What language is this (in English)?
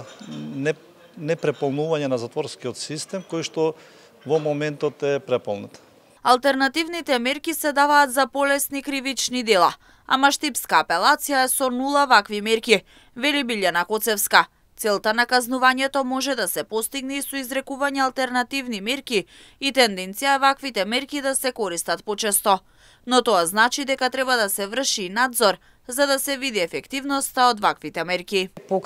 Macedonian